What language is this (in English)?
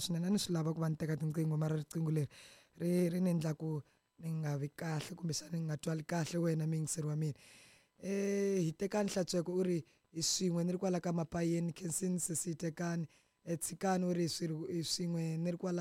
Tsonga